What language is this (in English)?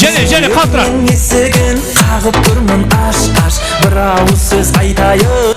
Kara-Kalpak